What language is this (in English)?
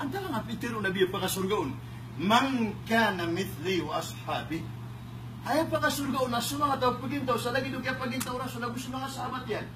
Maranao